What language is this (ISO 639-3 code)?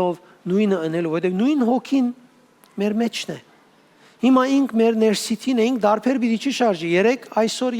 hyw